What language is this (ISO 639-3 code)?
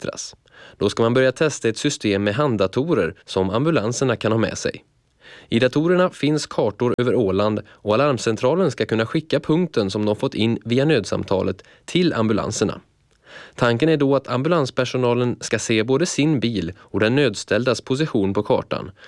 swe